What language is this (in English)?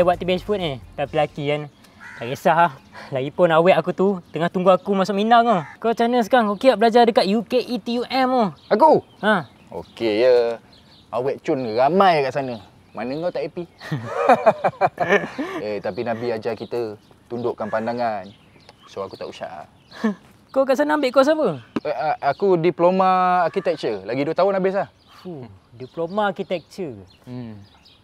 Malay